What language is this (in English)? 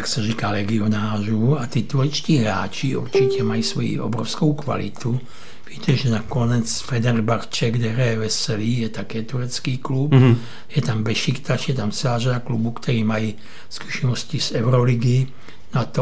Czech